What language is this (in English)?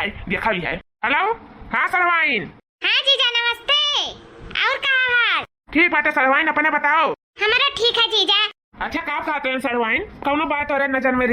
Awadhi